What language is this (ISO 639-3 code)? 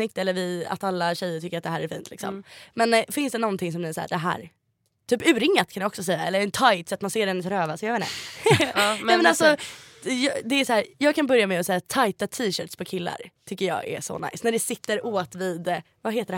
swe